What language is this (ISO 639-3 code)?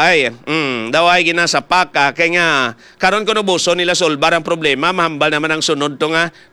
hil